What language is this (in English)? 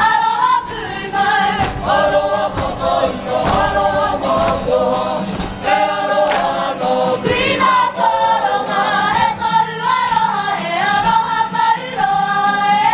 Māori